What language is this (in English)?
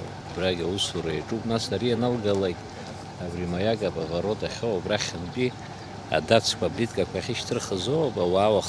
Abkhazian